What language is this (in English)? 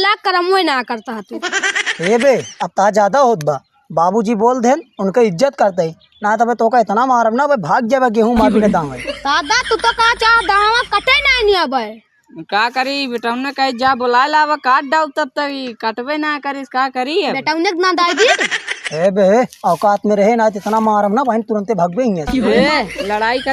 Awadhi